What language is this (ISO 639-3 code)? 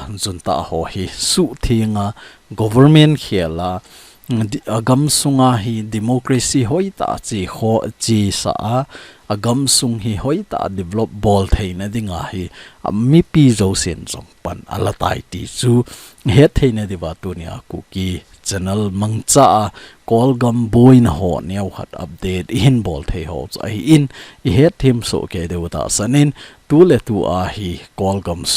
tcz